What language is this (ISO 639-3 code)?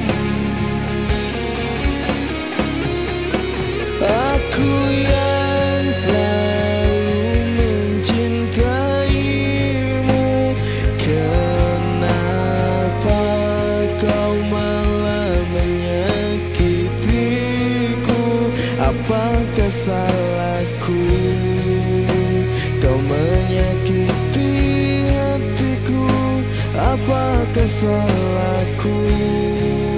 ind